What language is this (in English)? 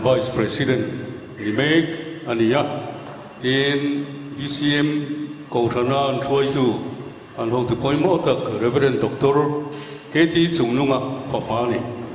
Mizo